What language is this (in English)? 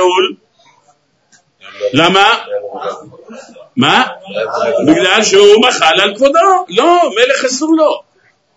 Hebrew